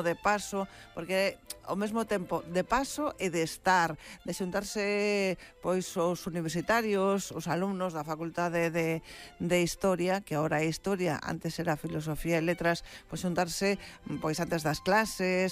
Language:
Galician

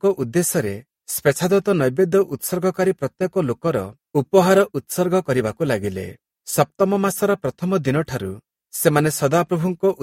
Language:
Odia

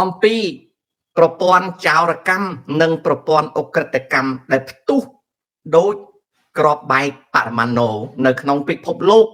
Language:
Khmer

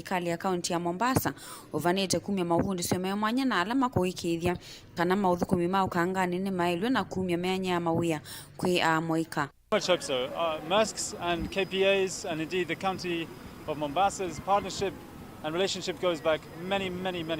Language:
Kamba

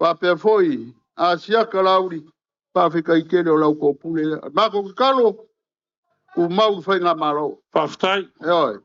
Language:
Samoan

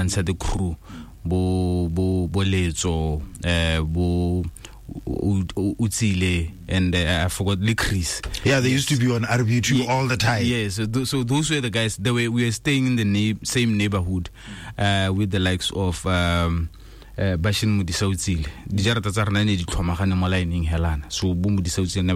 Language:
Tswana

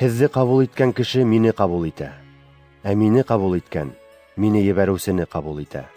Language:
Bashkir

